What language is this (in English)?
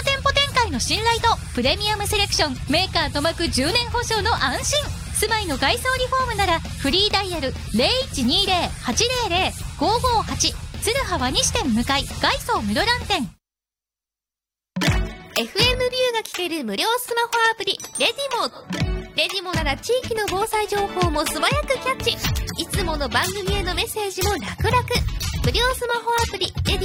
Japanese